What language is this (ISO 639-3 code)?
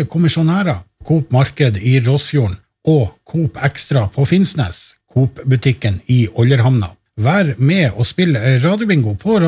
nor